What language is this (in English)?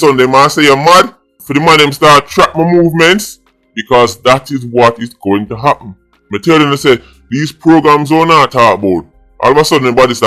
Jamaican Creole English